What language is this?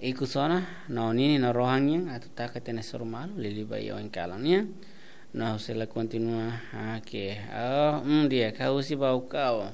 Tetum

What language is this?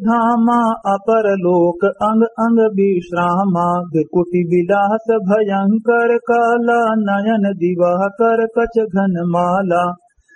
Awadhi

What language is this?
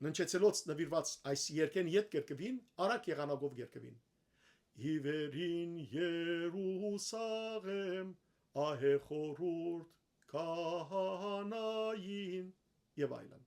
Western Armenian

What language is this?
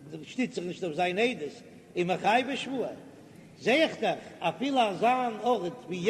Yiddish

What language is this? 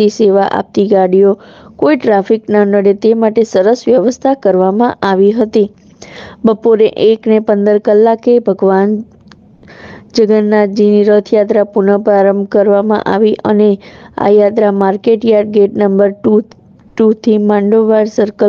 Gujarati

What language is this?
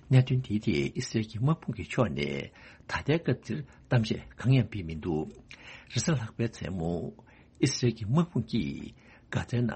Tibetan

